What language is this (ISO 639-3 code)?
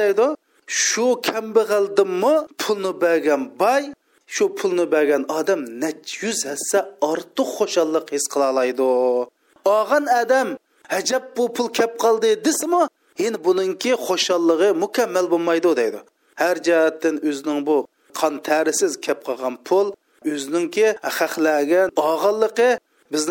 uig